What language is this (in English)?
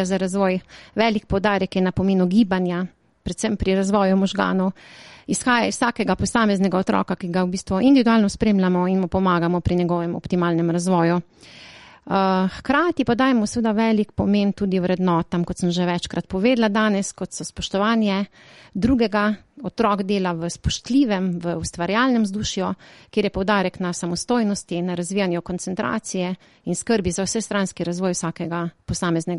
Slovenian